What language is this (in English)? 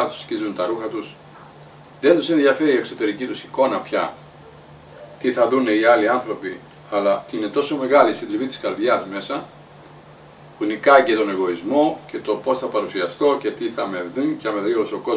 Greek